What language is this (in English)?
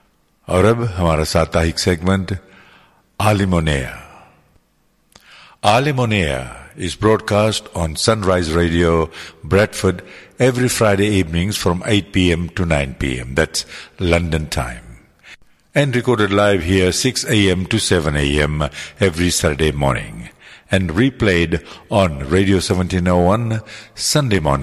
Urdu